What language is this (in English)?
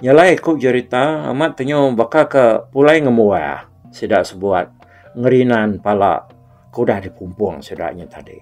Iban